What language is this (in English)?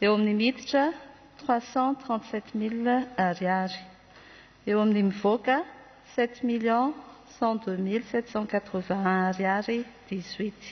Malagasy